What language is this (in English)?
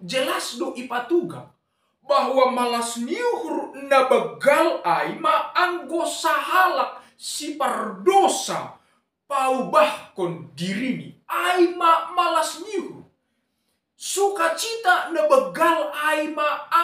Batak Simalungun